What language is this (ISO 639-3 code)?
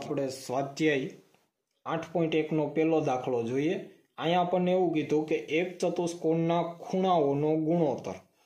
guj